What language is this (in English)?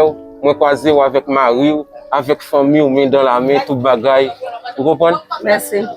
Haitian Creole